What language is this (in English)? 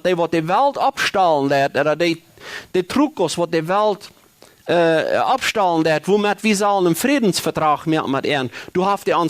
Plautdietsch